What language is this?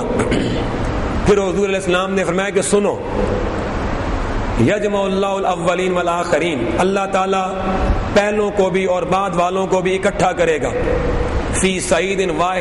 Urdu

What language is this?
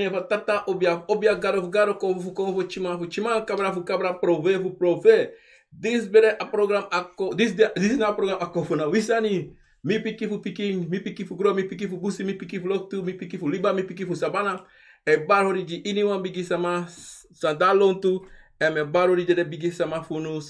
Sranan Tongo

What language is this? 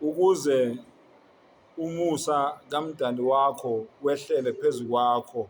Zulu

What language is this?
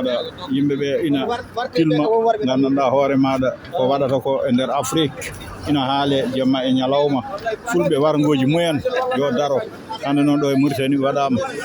Fula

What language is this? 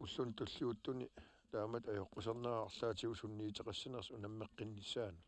Kalaallisut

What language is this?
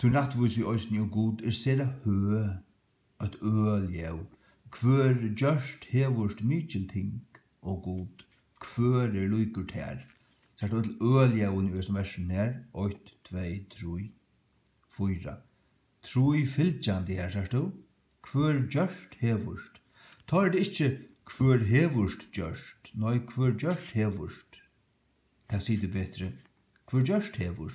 Faroese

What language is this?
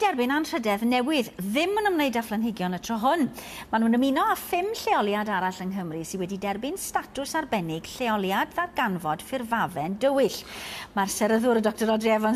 Welsh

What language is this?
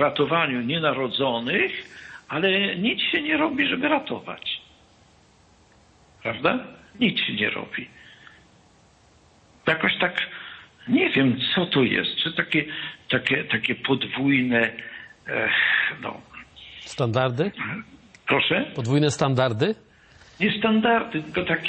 Polish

